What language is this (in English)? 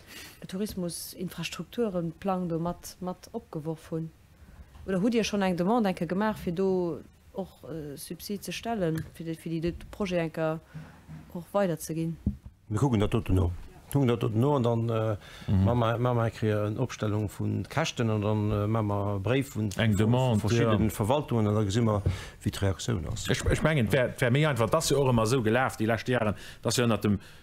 Luxembourgish